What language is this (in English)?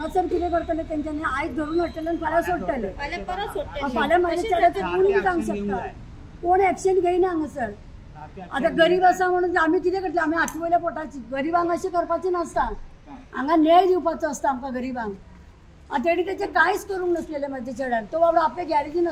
Konkani